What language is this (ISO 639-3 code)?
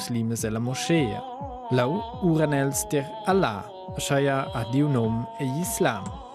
roh